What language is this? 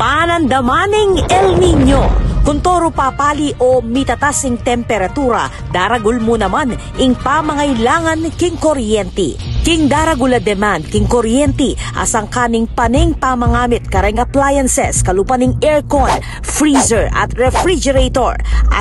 Pampanga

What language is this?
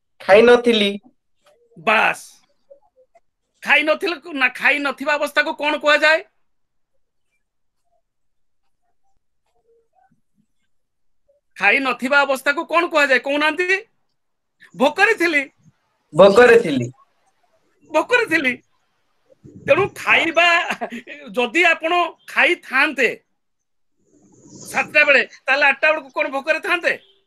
Odia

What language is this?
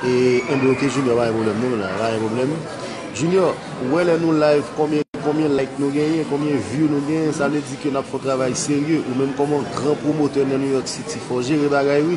Haitian Creole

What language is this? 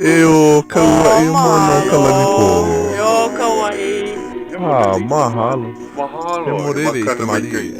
Hawaiian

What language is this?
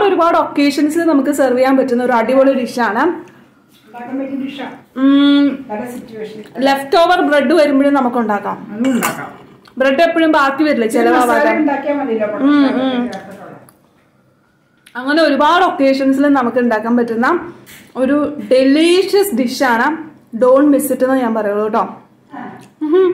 Malayalam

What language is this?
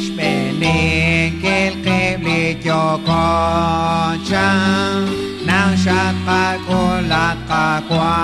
Kekchí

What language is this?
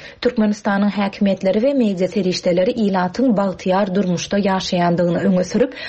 Turkmen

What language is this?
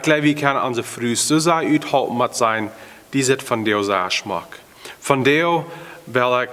Plautdietsch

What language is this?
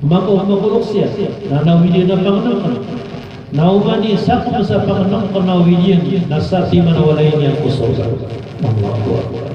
Maranao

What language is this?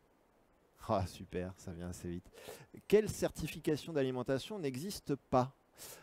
French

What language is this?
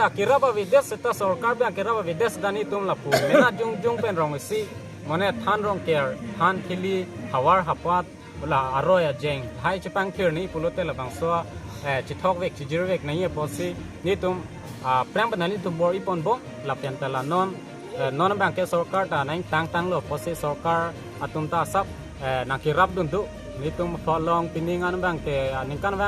Karbi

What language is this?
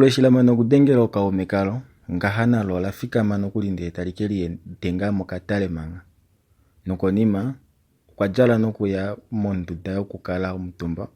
Kuanyama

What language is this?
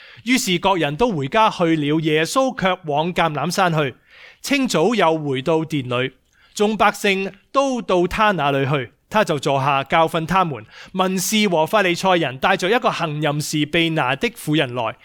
Cantonese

